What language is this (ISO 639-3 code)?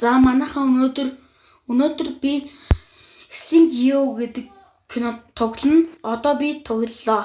mon